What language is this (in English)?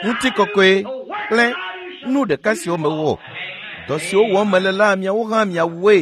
Ewe